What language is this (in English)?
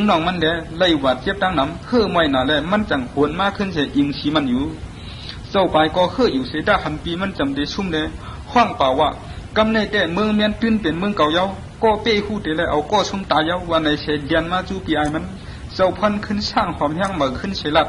Shan